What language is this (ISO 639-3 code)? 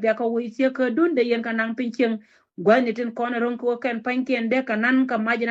nus